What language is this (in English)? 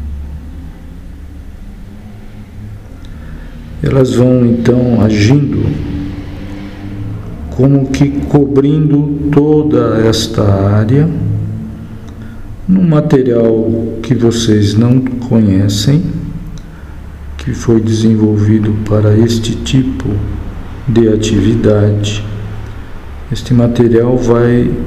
Portuguese